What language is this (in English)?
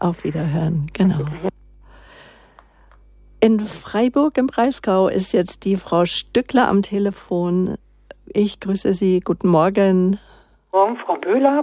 German